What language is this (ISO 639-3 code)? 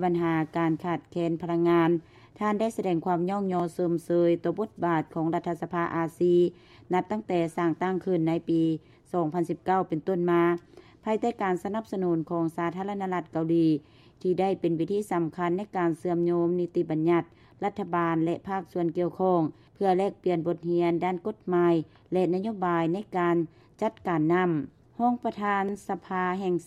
lao